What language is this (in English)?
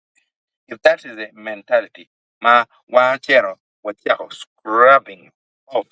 Acoli